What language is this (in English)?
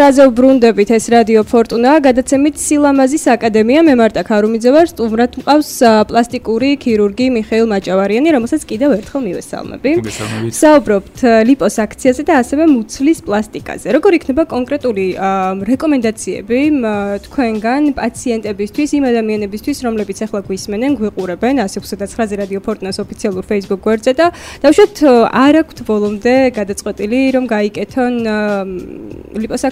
Georgian